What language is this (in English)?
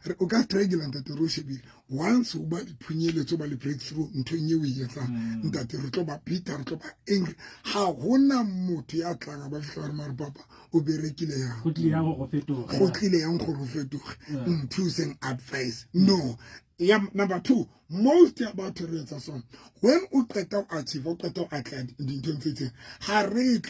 Southern Sotho